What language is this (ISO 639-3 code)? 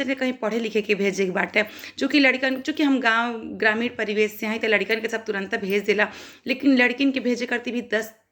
bho